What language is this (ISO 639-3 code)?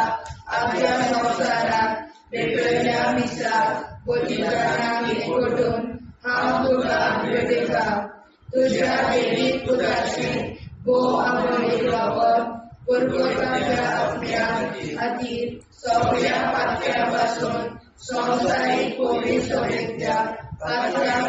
kok